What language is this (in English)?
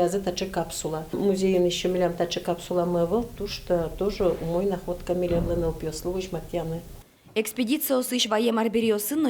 Udmurt